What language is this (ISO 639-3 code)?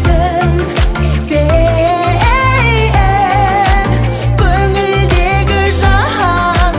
kaz